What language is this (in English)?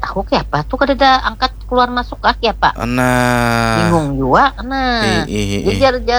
Banjar